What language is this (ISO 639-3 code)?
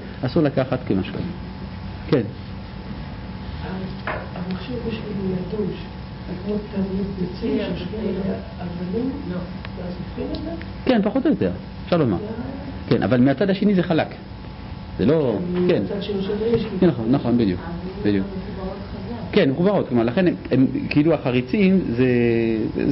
heb